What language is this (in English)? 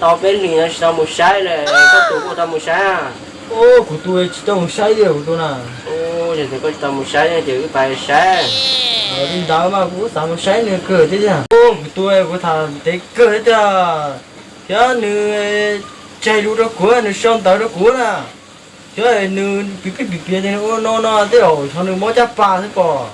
Hmong